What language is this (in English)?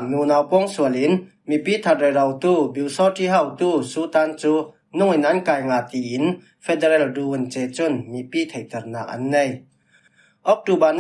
Falam Chin